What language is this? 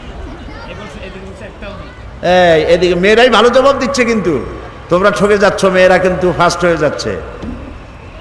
Bangla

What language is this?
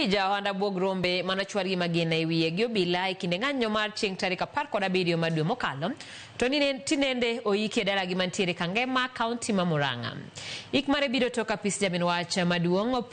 Luo (Kenya and Tanzania)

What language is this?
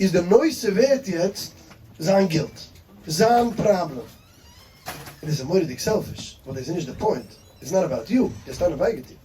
Yiddish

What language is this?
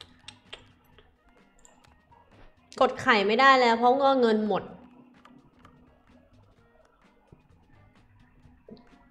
Thai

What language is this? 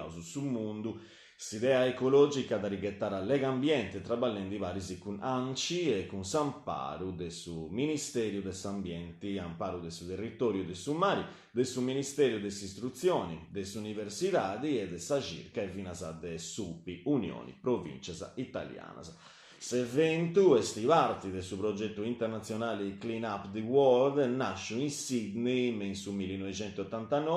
Sardinian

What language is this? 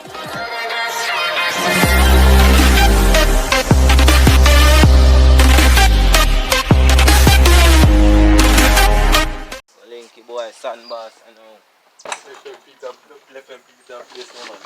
Jamaican Creole English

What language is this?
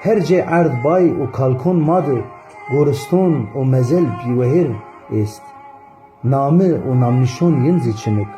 Zaza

